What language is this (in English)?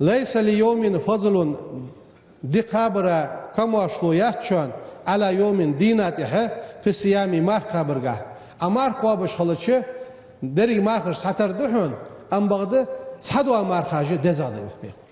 Ingush